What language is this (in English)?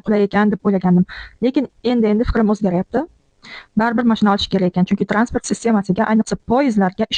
Uzbek